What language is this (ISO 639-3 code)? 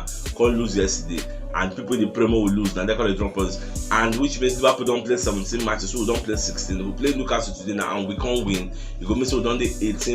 pcm